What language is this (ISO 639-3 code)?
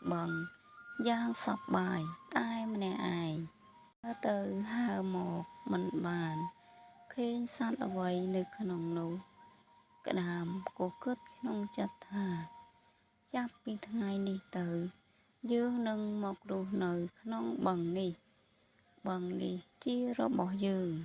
khm